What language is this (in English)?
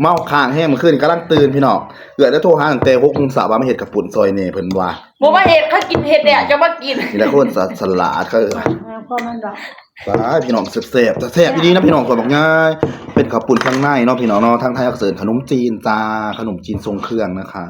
Northeastern Thai